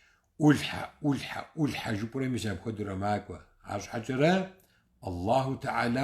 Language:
Kabardian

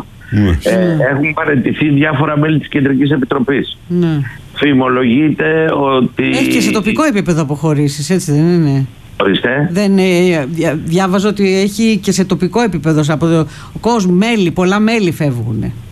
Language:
Greek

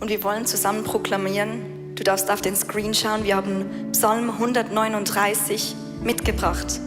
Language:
Swiss German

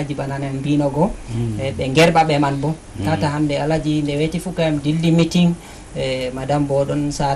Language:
Fula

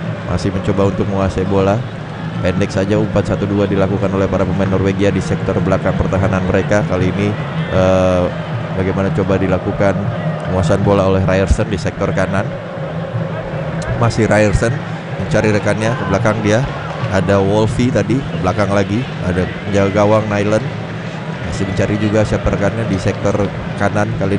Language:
Indonesian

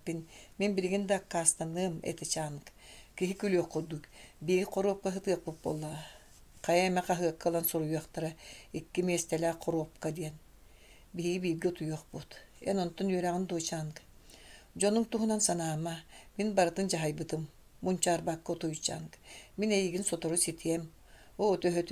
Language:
Yakut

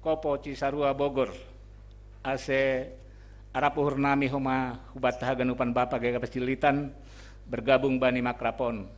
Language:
Batak Simalungun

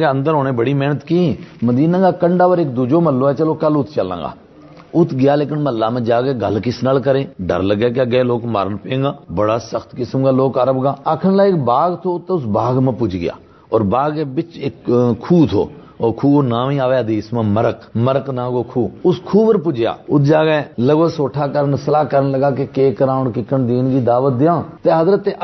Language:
Gujari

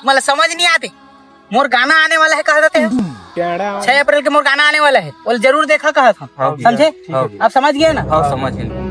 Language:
Chhattisgarhi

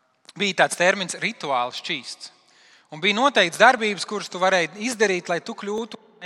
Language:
Latvian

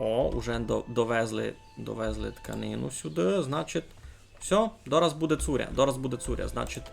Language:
Rusyn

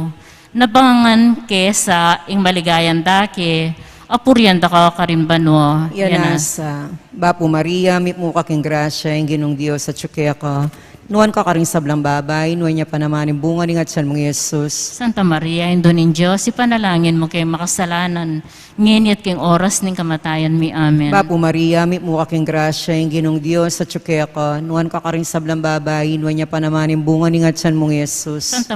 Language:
Pampanga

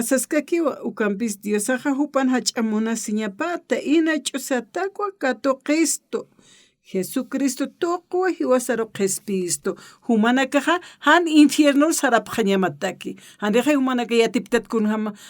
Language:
Aymara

